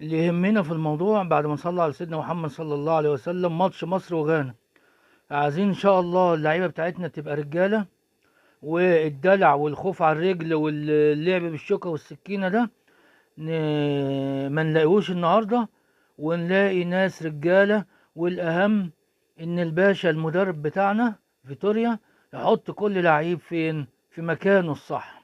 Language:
Egyptian Arabic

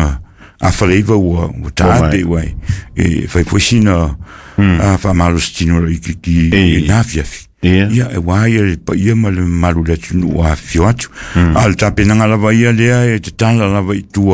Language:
Samoan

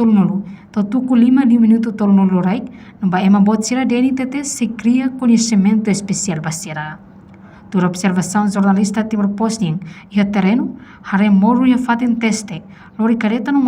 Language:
Tetum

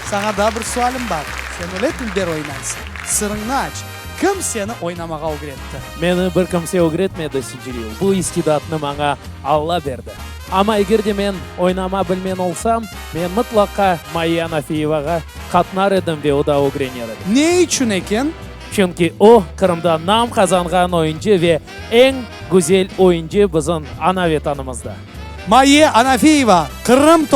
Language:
Crimean Tatar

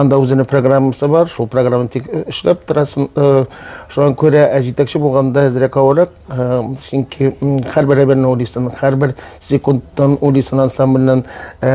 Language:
Tatar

